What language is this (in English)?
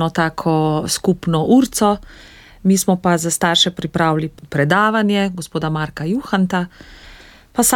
Slovenian